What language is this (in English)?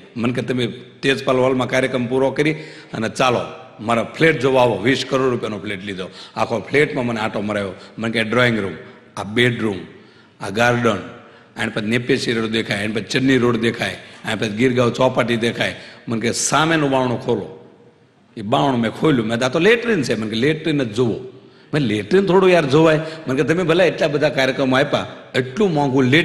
Gujarati